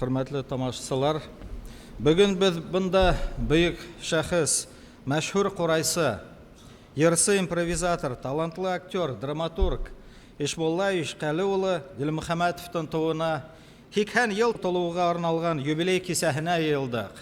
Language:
Bashkir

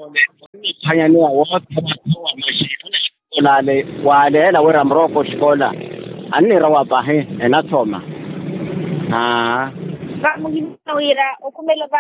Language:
Swahili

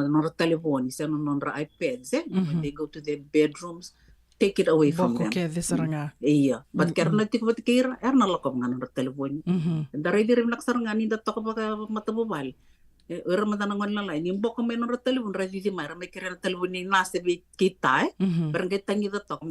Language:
Fijian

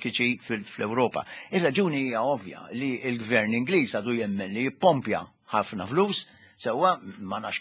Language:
Maltese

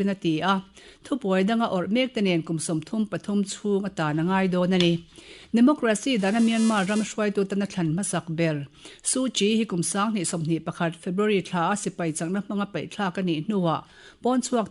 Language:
Mizo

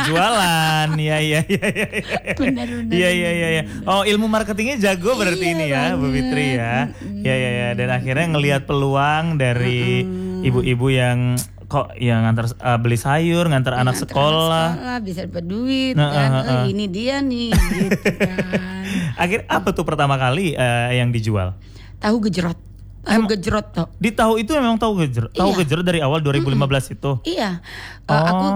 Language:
Indonesian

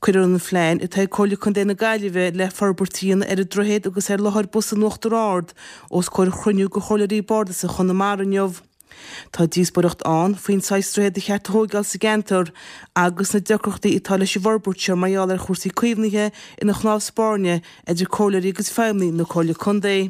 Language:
Irish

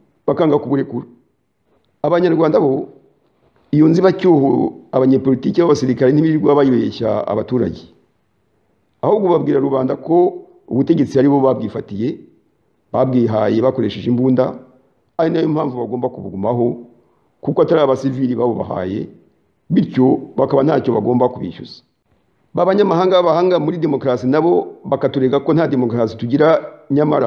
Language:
Kinyarwanda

